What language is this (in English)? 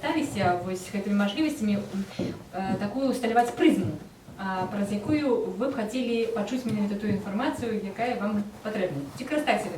Belarusian